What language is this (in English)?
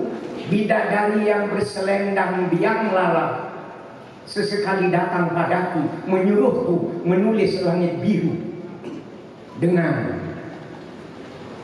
Indonesian